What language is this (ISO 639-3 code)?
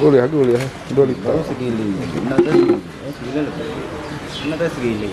iba